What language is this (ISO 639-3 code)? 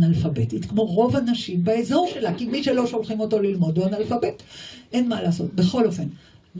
heb